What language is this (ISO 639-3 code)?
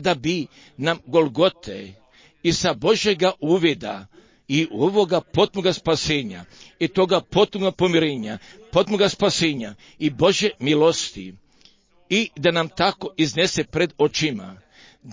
hrv